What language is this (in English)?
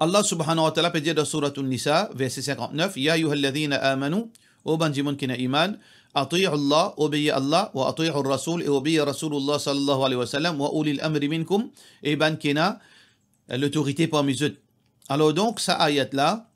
Morisyen